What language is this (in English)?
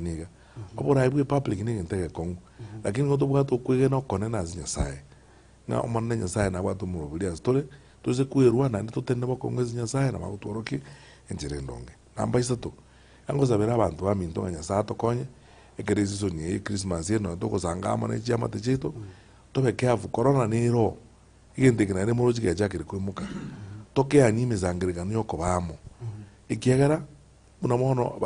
Gusii